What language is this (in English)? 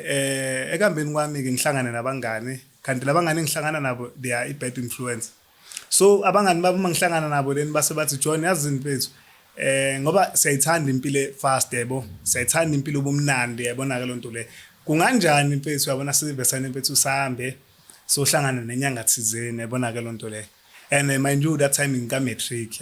Zulu